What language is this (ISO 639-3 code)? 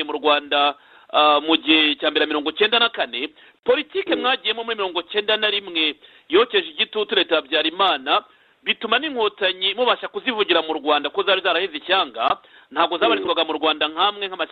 kin